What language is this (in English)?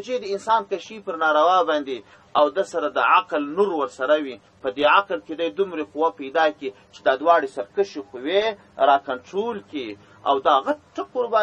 Pashto